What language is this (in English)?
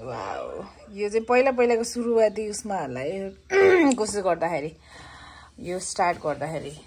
Nepali